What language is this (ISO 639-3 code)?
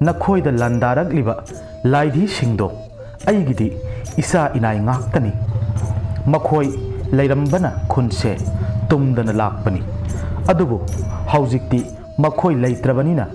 mni